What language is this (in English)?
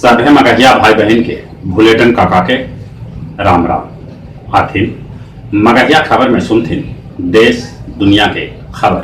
Magahi